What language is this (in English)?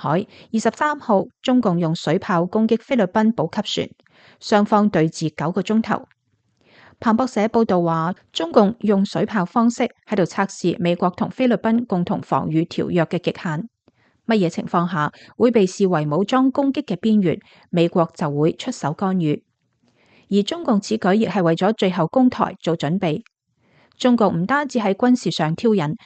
Cantonese